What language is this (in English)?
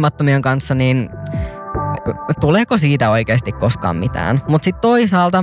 Finnish